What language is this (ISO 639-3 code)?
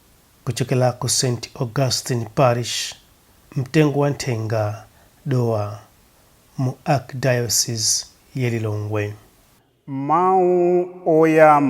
nya